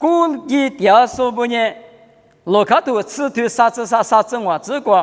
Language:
Lisu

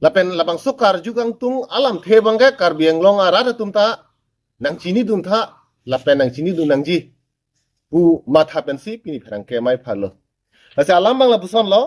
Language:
Karbi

